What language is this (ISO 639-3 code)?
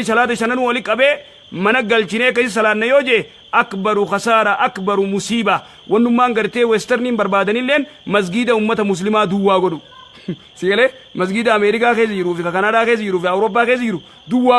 orm